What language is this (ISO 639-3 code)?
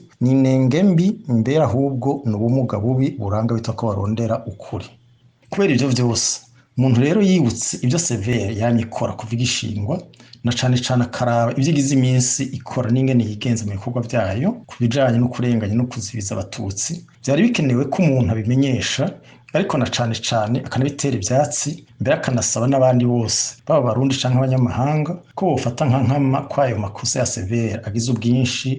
run